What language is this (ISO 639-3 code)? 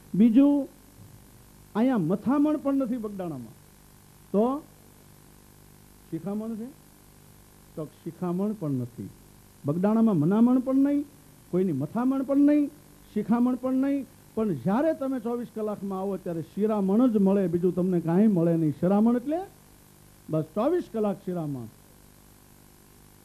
guj